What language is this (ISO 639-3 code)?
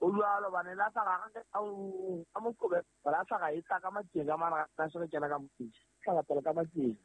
sot